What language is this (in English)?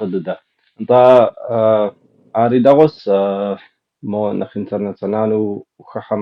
Kabardian